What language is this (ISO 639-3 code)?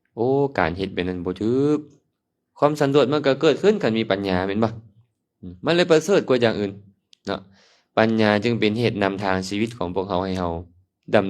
lao